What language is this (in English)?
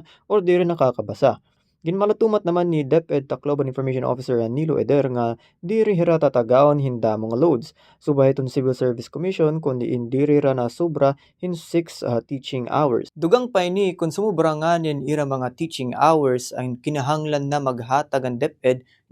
Waray